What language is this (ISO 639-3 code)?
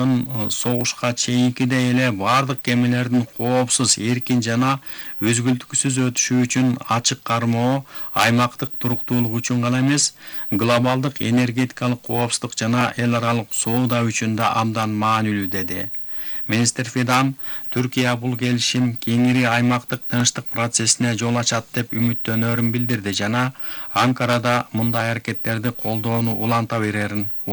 kir